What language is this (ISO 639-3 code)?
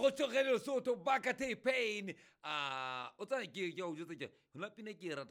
sot